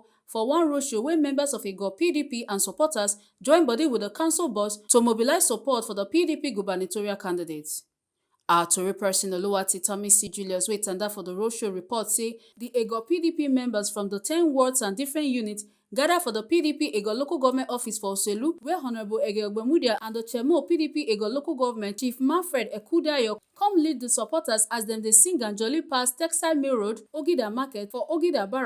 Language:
Nigerian Pidgin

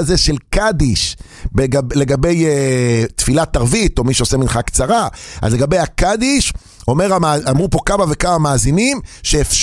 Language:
Hebrew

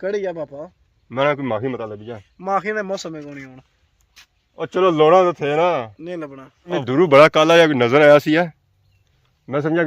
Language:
Pahari-Potwari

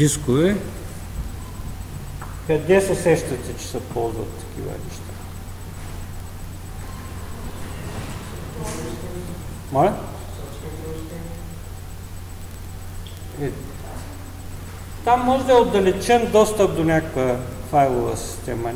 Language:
Bulgarian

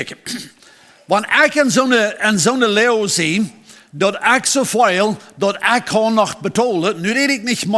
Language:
Plautdietsch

